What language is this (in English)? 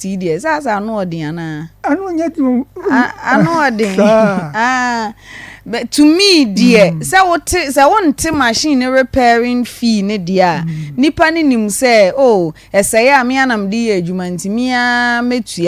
Akan